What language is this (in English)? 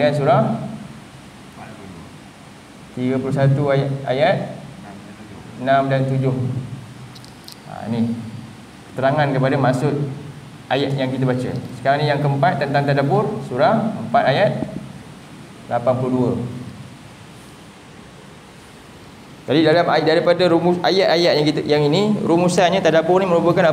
Malay